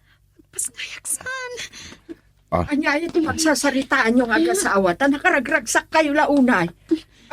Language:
Iloko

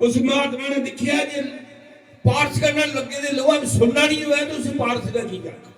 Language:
Dogri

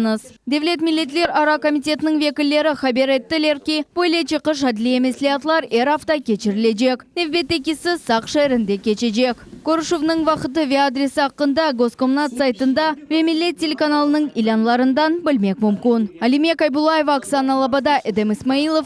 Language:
Crimean Tatar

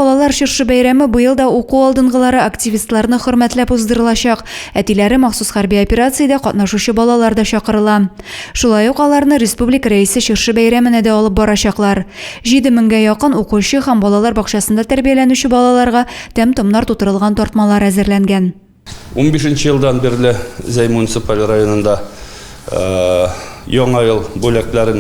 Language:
Tatar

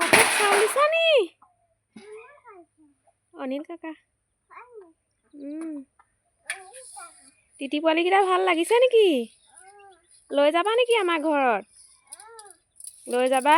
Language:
Assamese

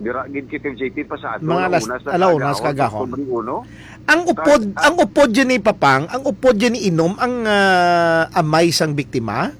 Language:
Hiligaynon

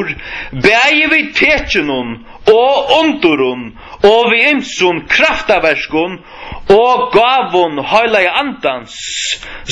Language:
Faroese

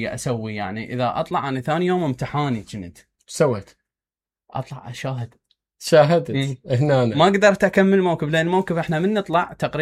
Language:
Mesopotamian Arabic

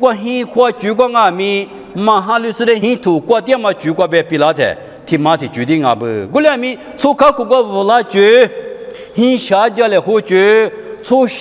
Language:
Lisu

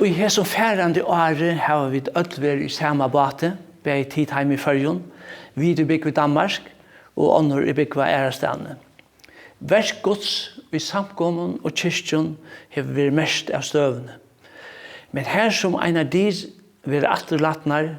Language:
Faroese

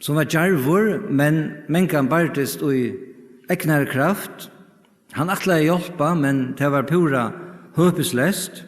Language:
Faroese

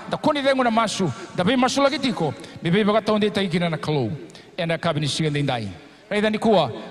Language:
Fijian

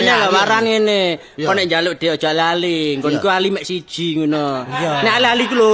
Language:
Javanese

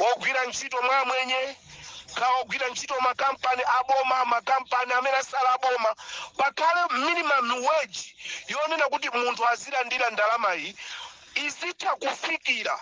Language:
Nyanja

